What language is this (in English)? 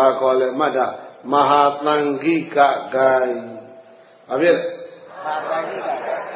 Burmese